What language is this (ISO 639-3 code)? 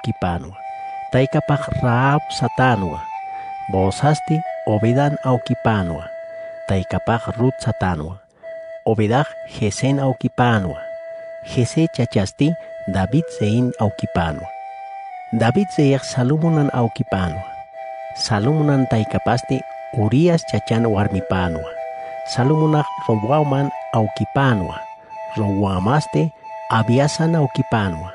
aym